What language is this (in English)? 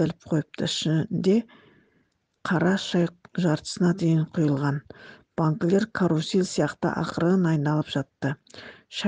Kazakh